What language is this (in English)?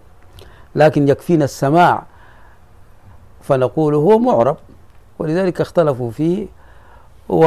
Arabic